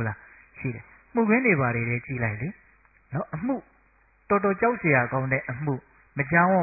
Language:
Burmese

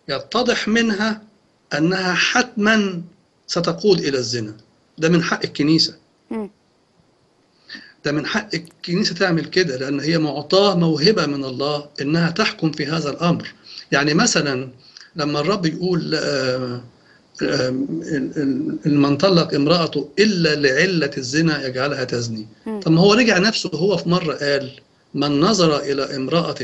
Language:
Egyptian Arabic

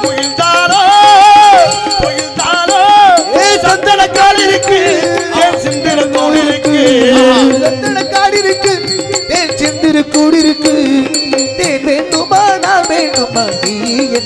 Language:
Tamil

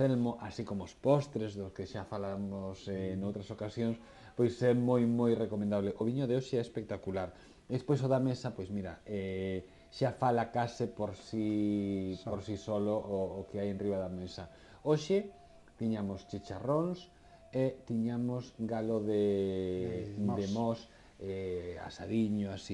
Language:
Galician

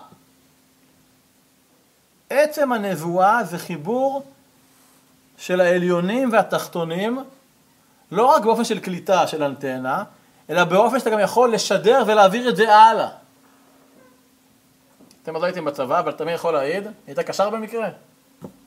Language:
Hebrew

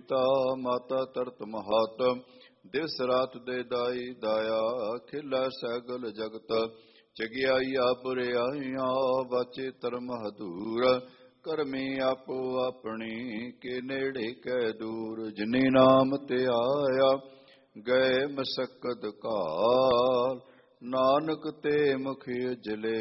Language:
Punjabi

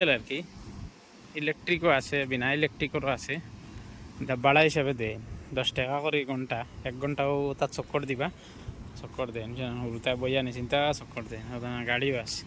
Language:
Sylheti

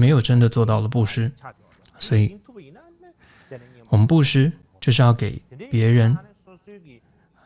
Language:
Chinese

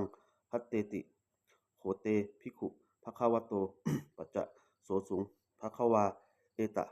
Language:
Pali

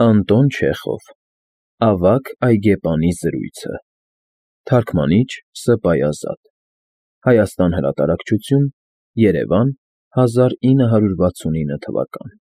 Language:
Armenian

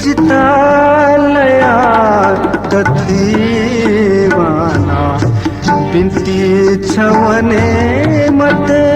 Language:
Newari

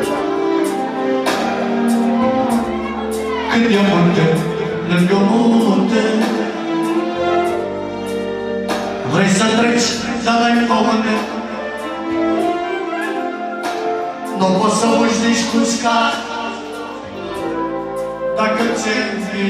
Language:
Romanian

